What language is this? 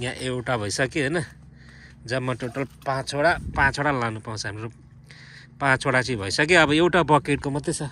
Nepali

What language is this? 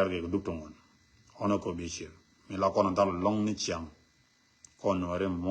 Nuer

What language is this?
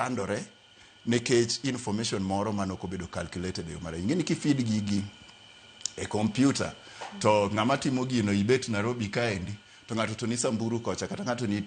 Luo (Kenya and Tanzania)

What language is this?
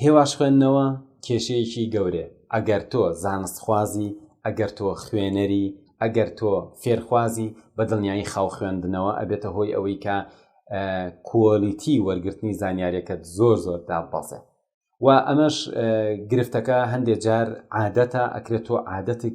Central Kurdish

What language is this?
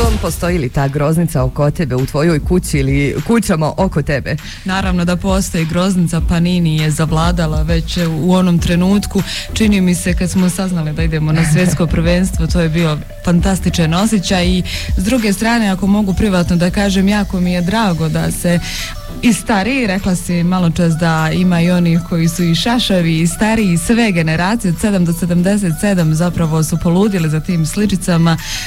Croatian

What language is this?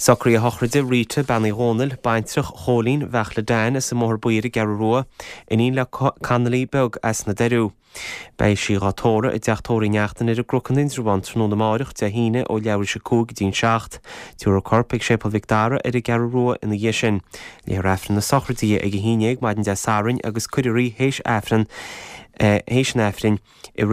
Irish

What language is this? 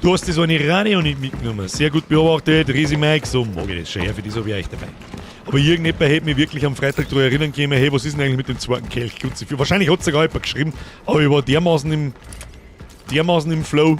Bavarian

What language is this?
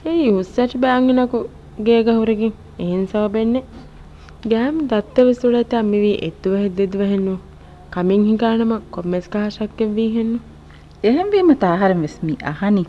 Divehi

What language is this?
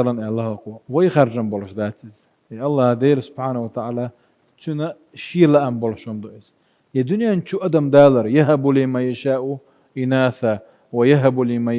Chechen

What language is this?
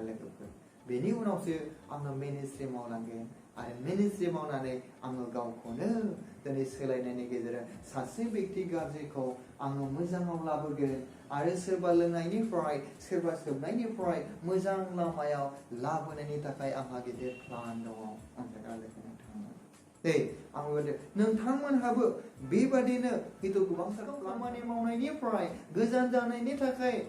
Bodo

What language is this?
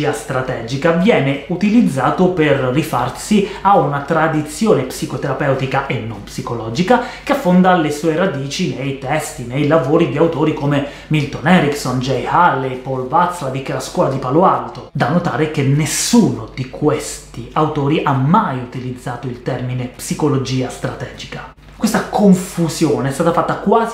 Italian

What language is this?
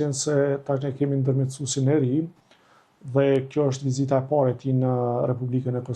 Albanian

